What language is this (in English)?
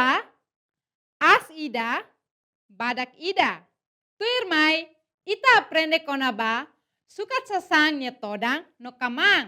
Tetum